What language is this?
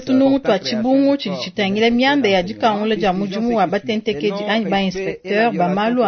Luba-Lulua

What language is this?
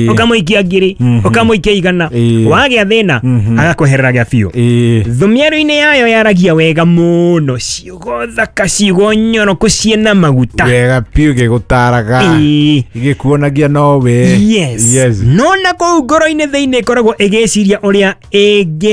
Kikuyu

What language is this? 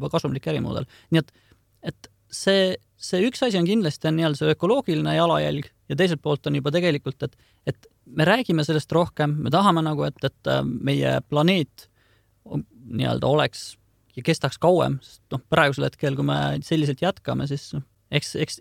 Estonian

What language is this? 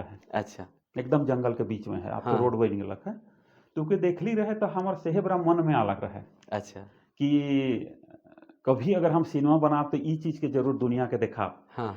Sadri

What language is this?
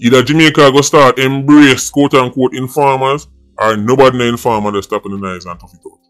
Jamaican Creole English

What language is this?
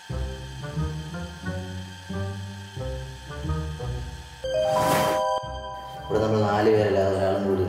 Malayalam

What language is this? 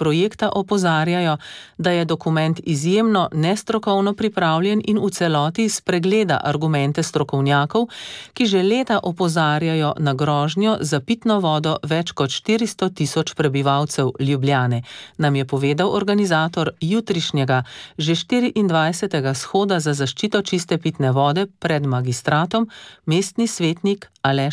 Slovenian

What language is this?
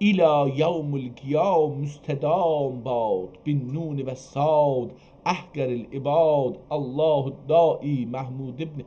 South Azerbaijani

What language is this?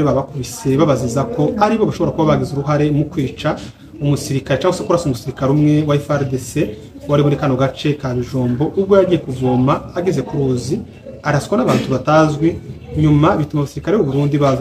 Kinyarwanda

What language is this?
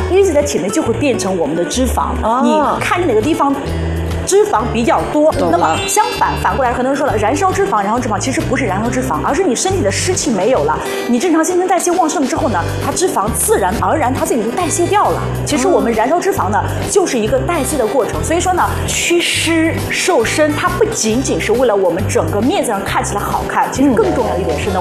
Chinese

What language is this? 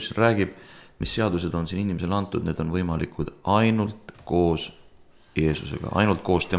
Estonian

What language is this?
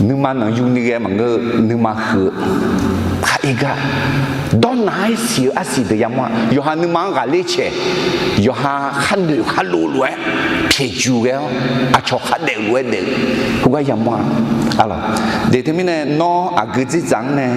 Akha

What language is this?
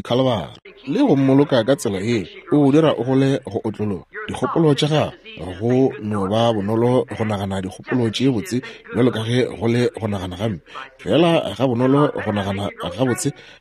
Northern Sotho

